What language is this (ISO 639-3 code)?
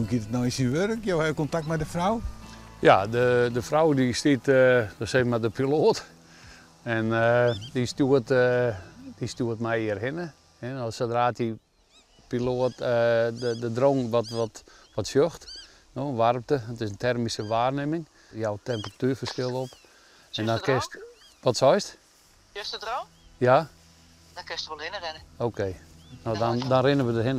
fry